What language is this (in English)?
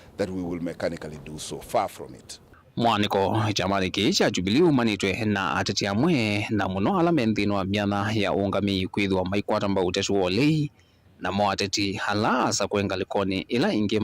Kamba